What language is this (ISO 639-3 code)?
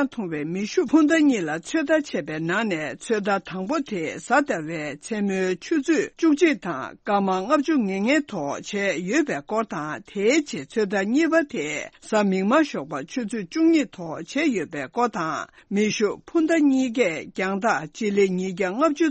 bod